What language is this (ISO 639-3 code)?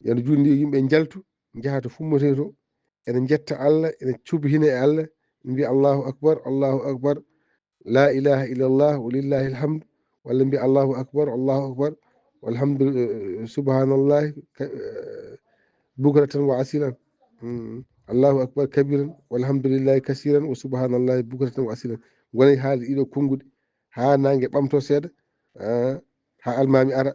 ful